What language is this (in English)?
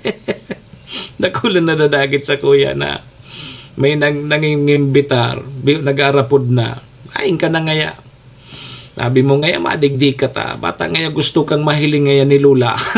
Bikol